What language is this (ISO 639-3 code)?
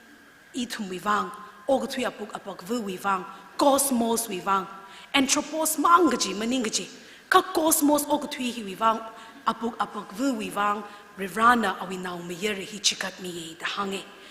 nmf